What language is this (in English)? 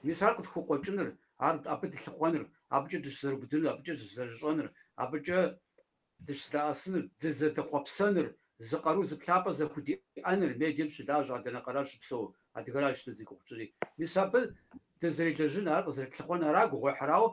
Kabardian